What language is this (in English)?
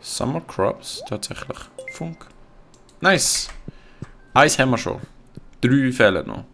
Swiss German